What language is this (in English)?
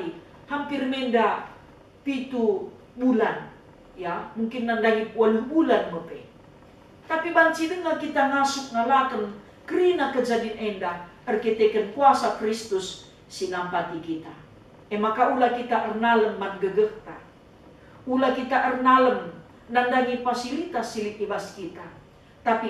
Batak Karo